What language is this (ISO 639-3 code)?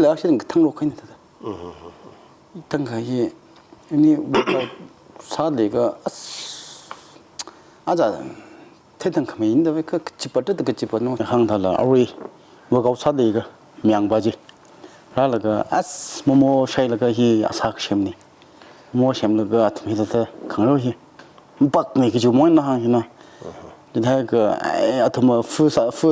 nmf